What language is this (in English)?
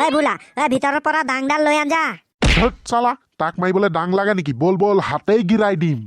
Assamese